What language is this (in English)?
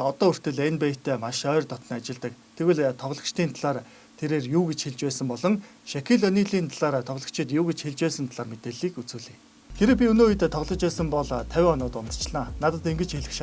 Mongolian